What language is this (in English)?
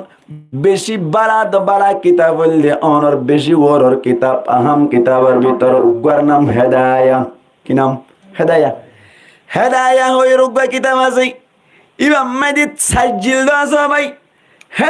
Rohingya